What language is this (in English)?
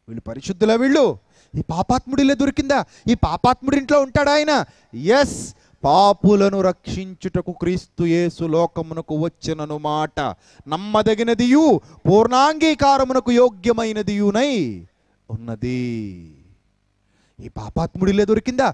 Telugu